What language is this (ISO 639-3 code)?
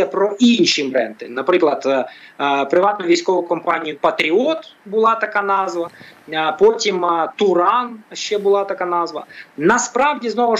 ukr